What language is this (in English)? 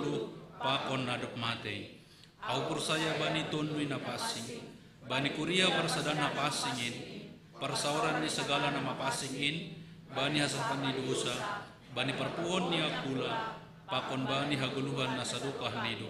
Batak Simalungun